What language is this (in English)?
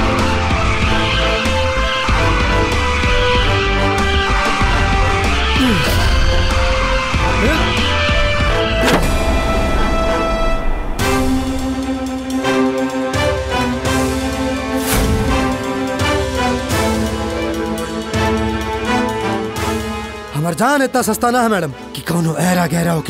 Bhojpuri